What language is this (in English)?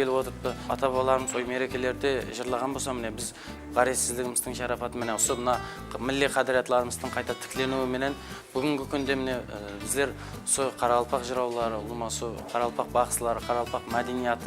Kara-Kalpak